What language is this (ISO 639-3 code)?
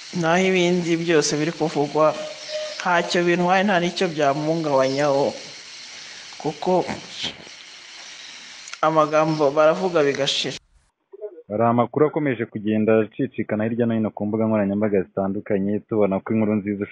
kin